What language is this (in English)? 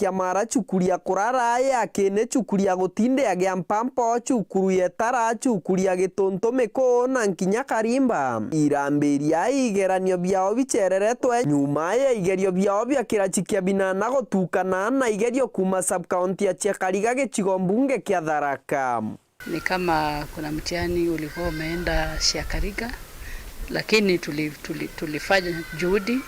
Meru